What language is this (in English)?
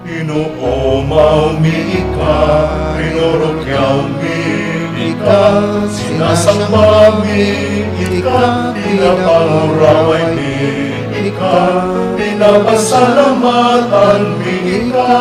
Bikol